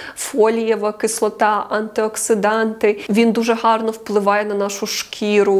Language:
Ukrainian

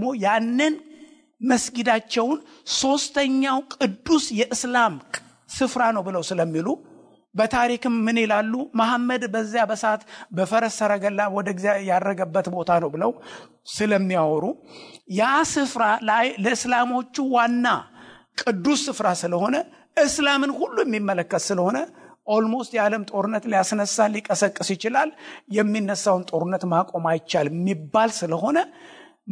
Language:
Amharic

